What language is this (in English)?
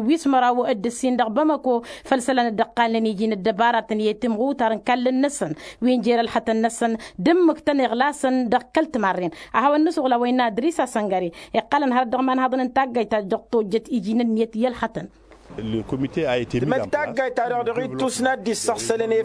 Tamasheq